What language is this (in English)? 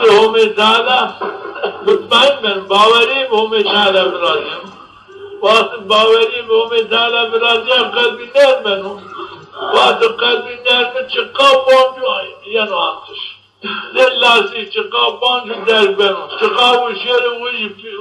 Zaza